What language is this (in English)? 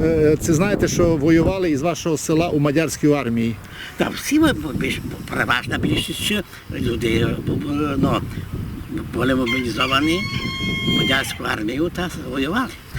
Rusyn